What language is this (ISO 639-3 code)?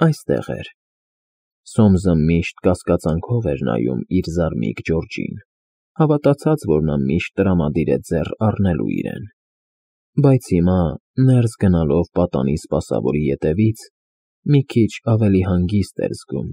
hye